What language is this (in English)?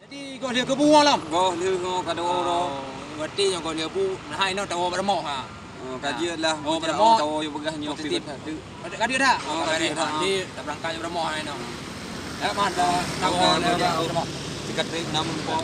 Achinese